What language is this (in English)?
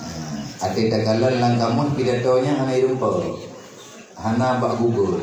Achinese